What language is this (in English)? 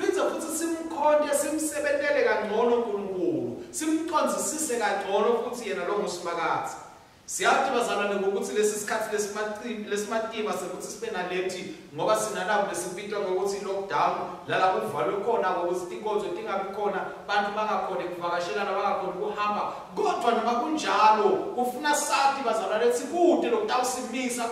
Swati